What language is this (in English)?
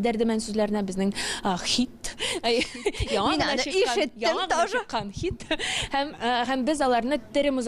Tatar